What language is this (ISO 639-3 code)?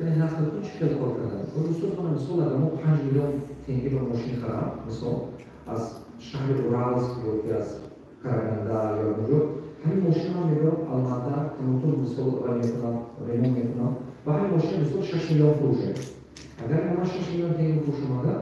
tgk